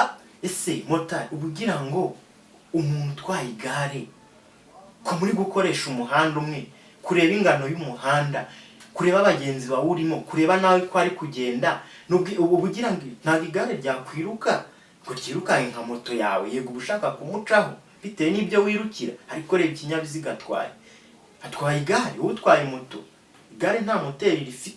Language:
Kinyarwanda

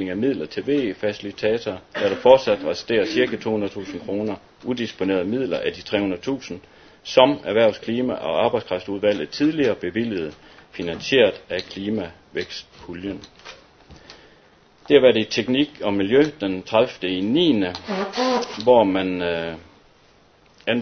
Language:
Danish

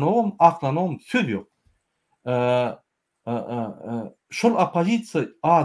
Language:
Turkmen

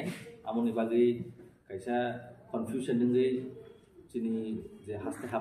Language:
Kok Borok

